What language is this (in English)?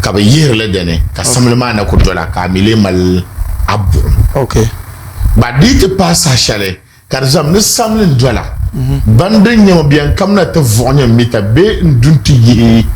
Dagbani